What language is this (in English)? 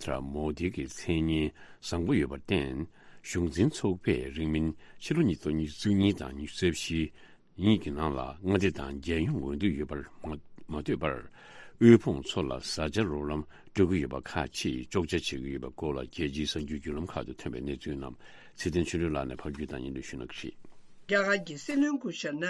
Tibetan